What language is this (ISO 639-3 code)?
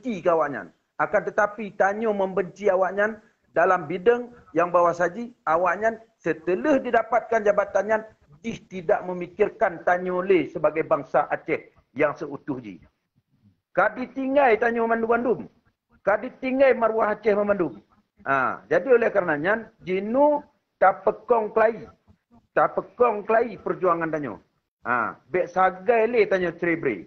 ace